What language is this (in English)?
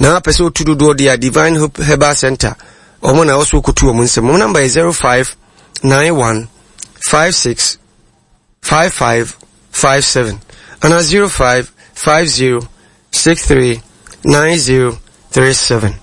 Akan